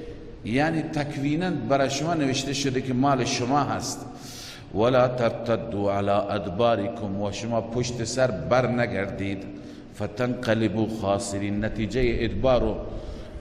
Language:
Persian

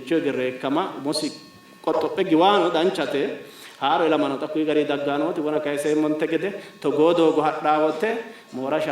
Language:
Sidamo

